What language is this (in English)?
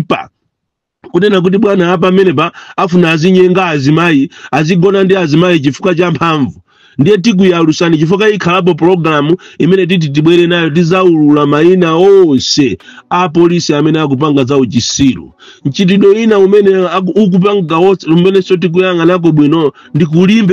Nyanja